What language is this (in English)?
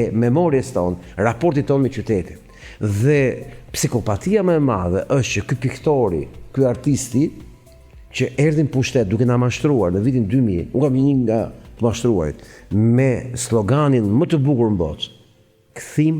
Albanian